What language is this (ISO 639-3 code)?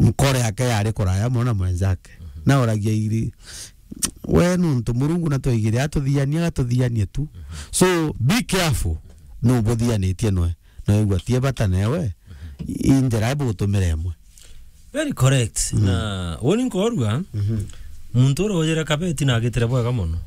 mer